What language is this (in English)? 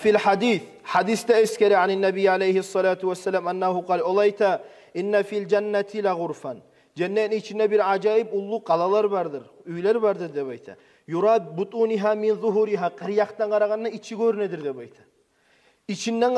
Kumyk